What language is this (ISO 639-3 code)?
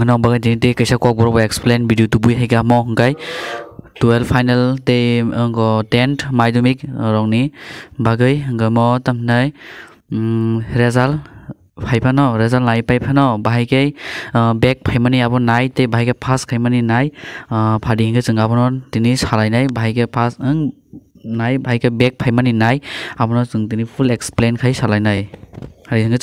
trp